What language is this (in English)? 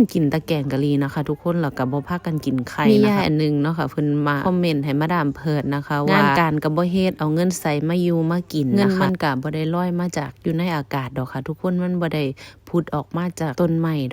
Northeastern Thai